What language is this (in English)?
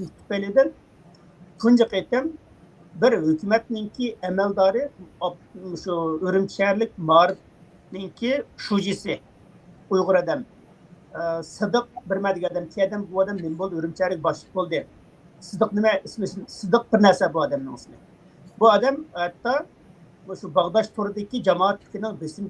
Uyghur